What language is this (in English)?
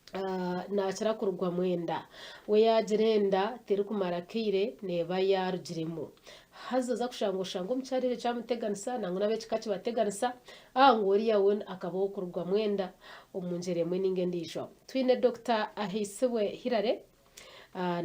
Nyankole